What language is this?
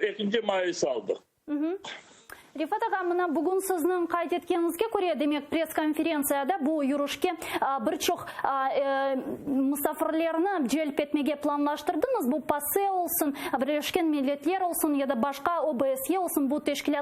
Crimean Tatar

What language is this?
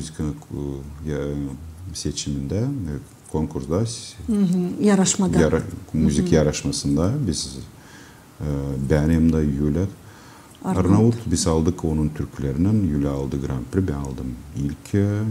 Gagauz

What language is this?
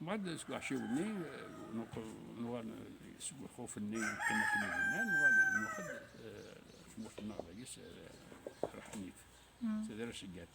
Kabyle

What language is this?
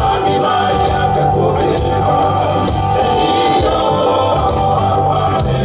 Tongan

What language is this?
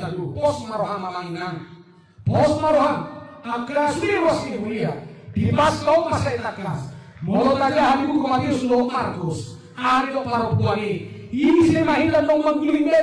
Batak Toba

